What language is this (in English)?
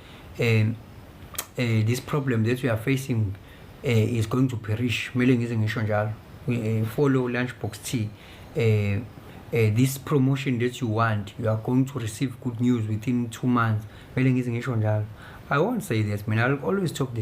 Zulu